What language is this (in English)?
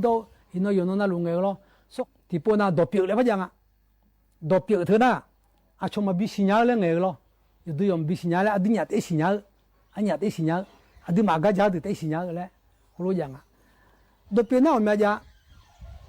Akha